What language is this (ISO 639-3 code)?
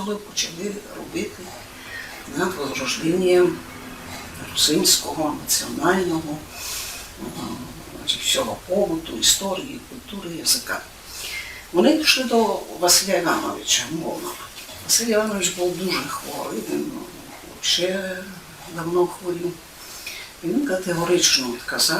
rue